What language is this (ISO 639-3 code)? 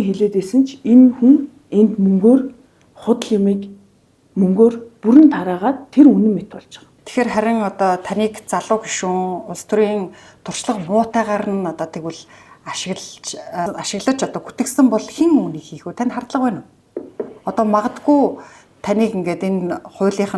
mon